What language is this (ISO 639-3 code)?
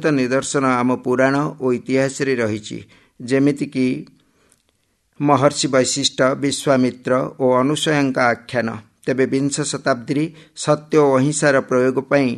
ori